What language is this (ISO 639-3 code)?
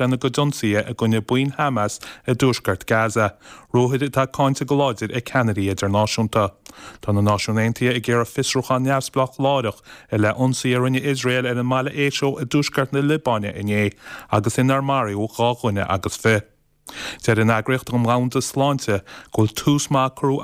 gle